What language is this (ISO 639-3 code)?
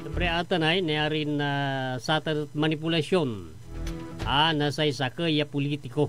pag